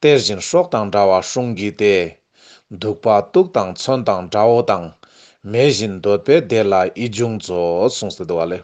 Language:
Ladakhi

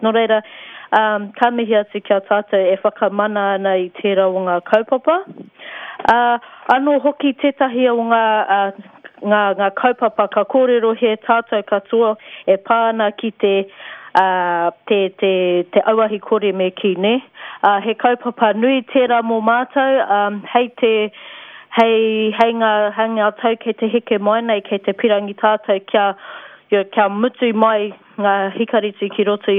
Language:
Māori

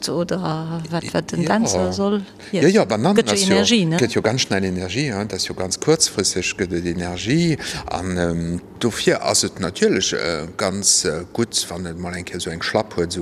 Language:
Luxembourgish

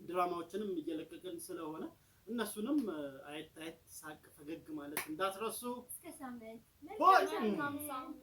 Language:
Amharic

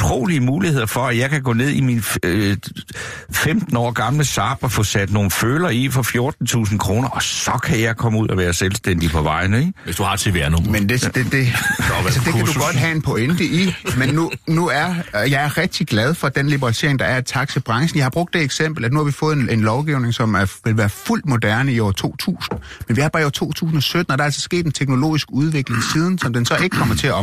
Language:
Danish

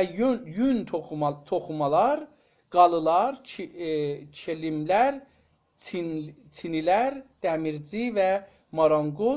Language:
South Azerbaijani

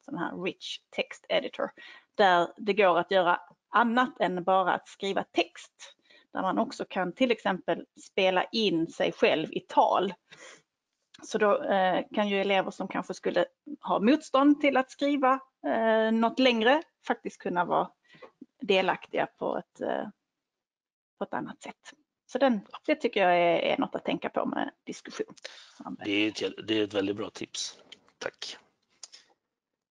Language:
Swedish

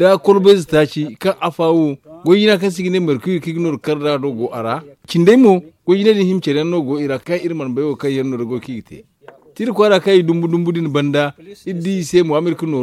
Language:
Zarma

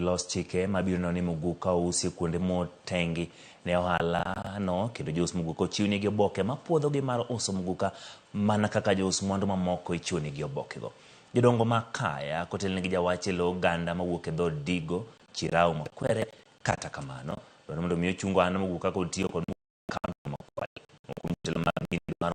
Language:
Luo (Kenya and Tanzania)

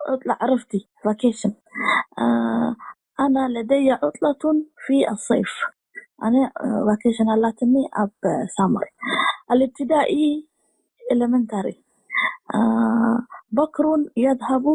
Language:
Tigrinya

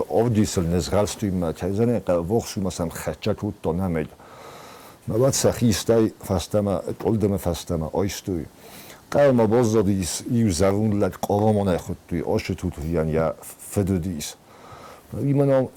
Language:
Ossetic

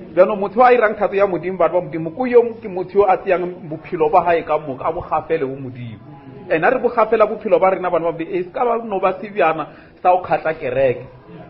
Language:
Northern Sotho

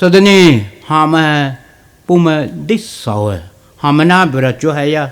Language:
Poumei Naga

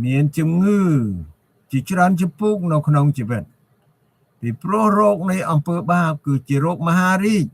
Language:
Khmer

